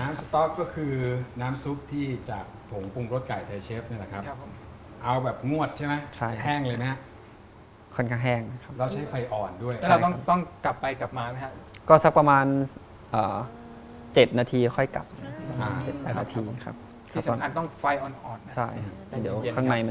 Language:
Thai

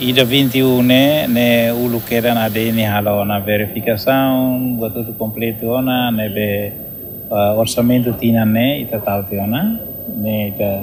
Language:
Tetum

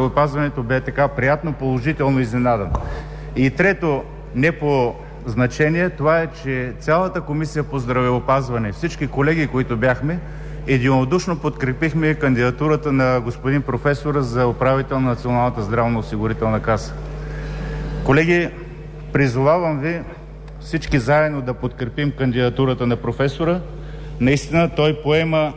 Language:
Bulgarian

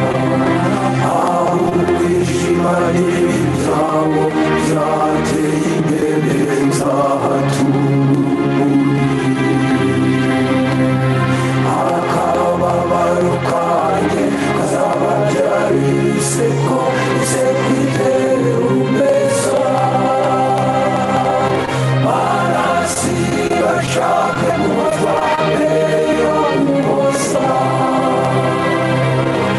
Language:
Kinyarwanda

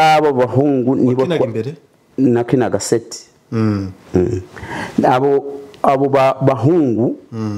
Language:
Kinyarwanda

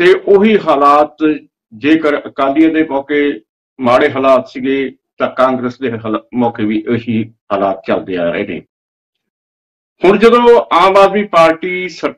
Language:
Punjabi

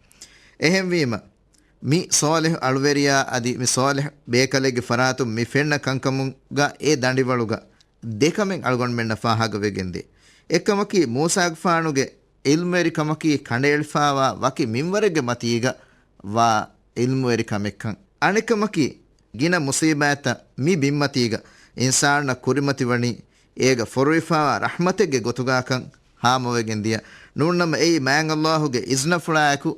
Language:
Divehi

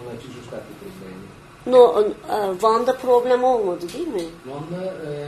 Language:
Turkish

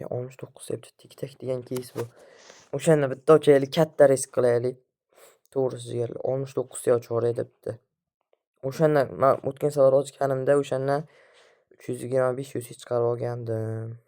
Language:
Uzbek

